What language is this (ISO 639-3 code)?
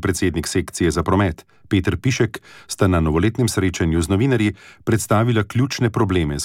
slv